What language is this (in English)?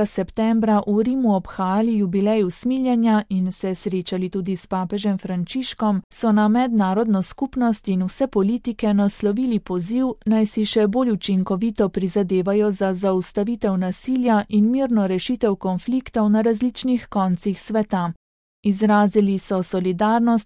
Slovenian